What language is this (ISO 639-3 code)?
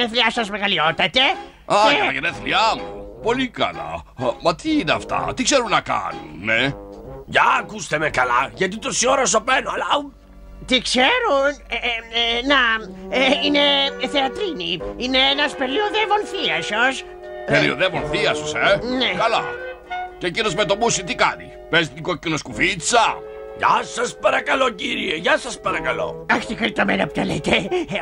ell